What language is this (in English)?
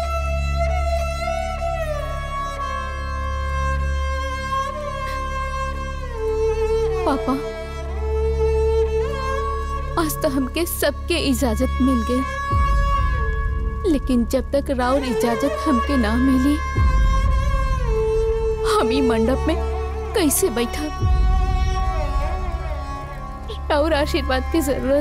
Bhojpuri